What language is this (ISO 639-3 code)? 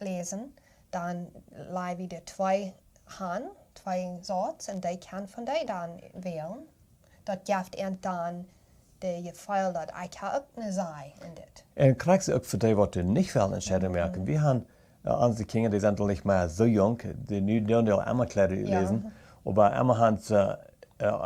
pdt